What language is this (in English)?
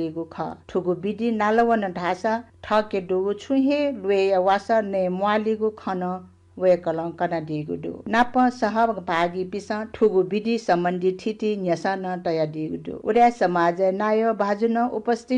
Newari